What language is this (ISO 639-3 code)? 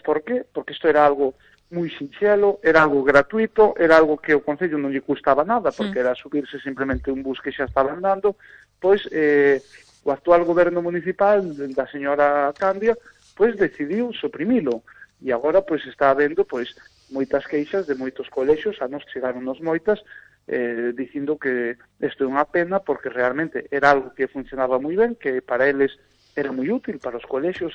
glg